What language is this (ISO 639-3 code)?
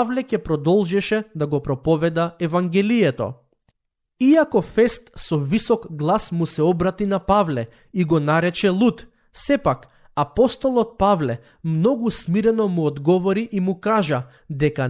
mkd